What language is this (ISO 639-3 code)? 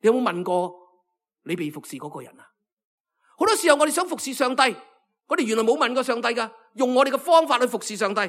yue